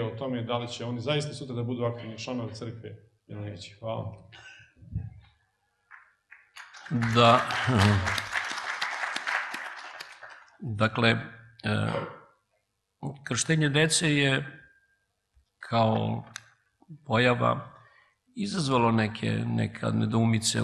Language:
Serbian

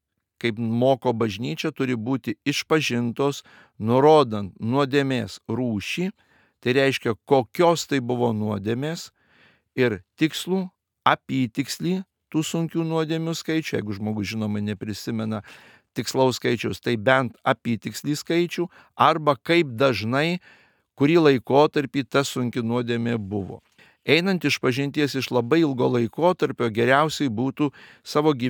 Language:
Lithuanian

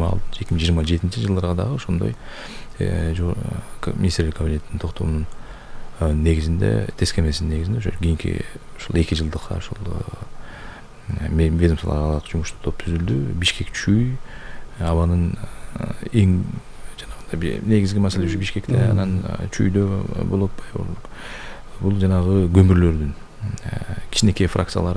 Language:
Kyrgyz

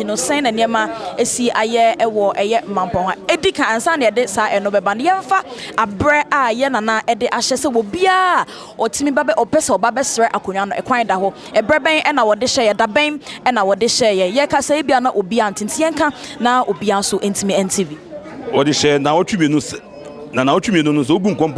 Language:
Akan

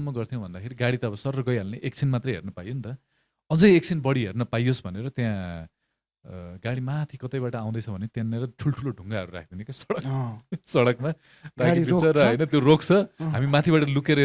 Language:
Nepali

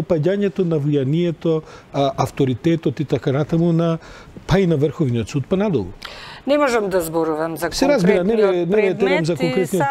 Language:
Macedonian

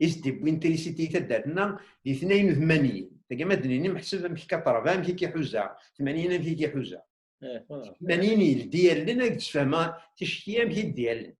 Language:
Kabyle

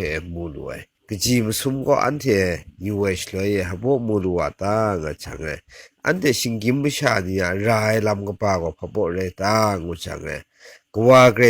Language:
Kachin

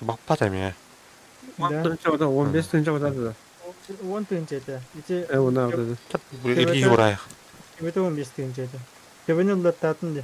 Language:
Yakut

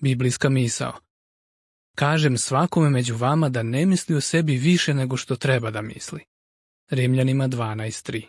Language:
Serbian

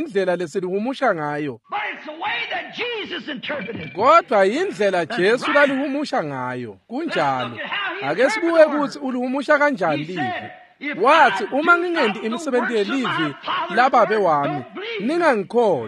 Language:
Swati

